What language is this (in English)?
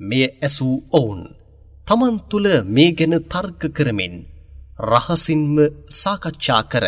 Sinhala